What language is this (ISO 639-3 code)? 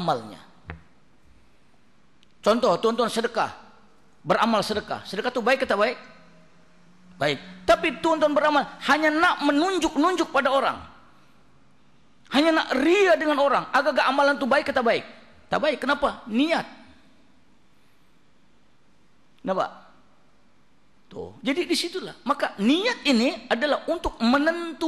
msa